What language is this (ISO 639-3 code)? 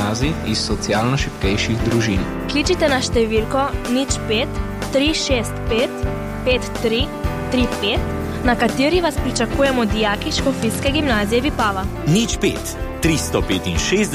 slv